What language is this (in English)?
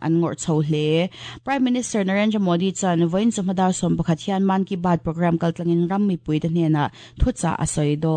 Mizo